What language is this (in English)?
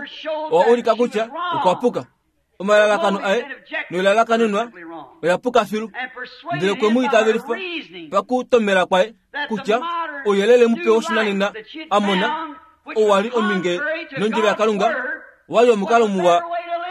Kuanyama